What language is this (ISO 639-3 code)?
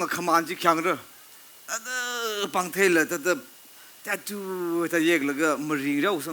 nmf